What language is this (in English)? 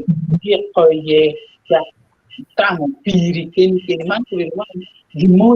Acoli